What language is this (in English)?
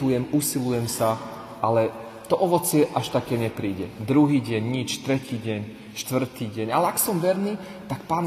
Slovak